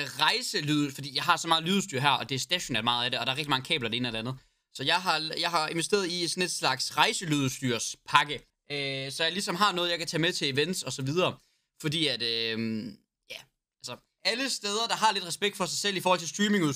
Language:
Danish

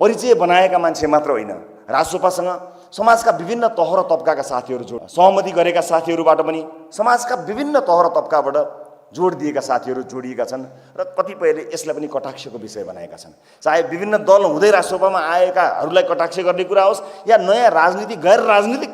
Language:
Nepali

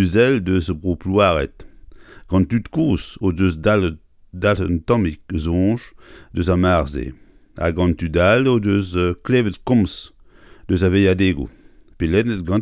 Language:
Breton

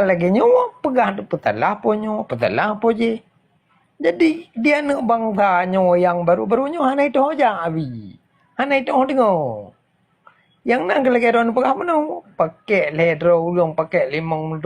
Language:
Achinese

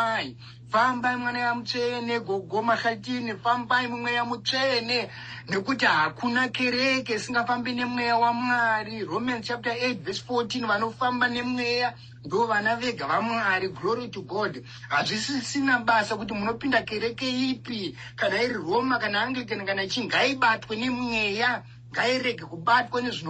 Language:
Shona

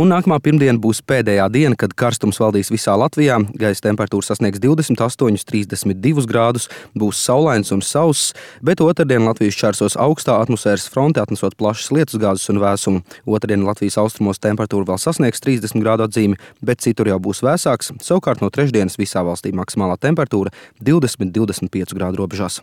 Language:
Latvian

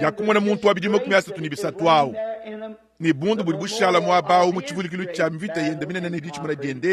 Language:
Luba-Lulua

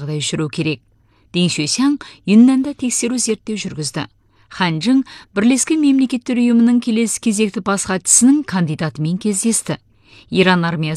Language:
Kazakh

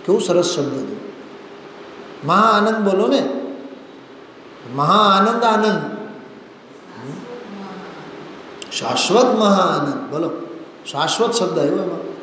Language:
Gujarati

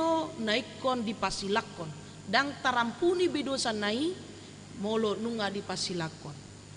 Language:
Batak Toba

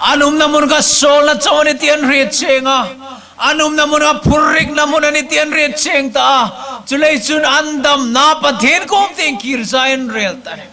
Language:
Hmar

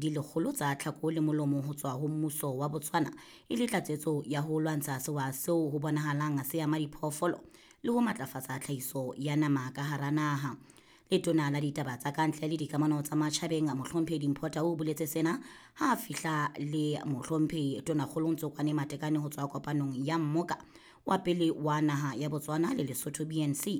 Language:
Southern Sotho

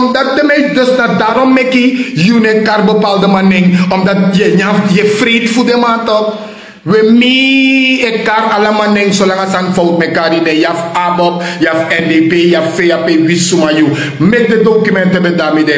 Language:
Sranan Tongo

